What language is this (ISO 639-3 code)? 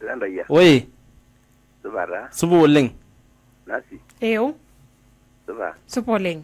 mas